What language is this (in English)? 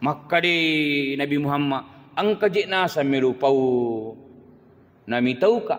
Buginese